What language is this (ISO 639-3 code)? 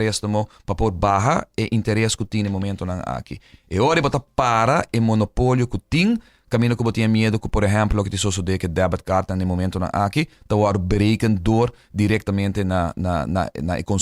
pap